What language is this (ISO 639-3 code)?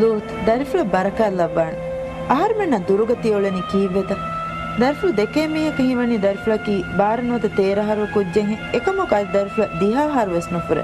div